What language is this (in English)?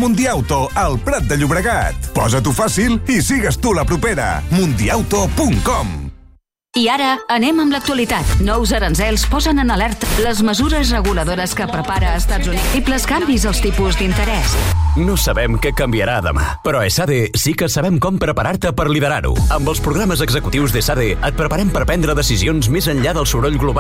Catalan